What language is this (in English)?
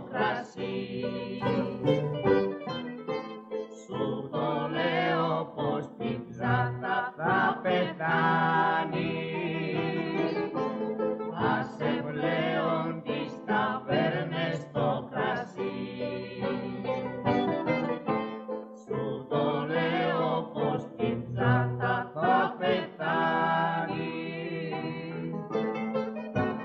Greek